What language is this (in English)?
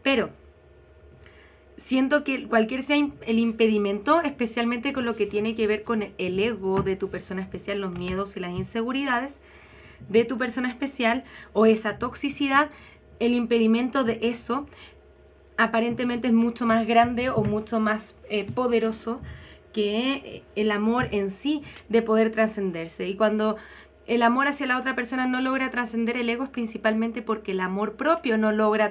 Spanish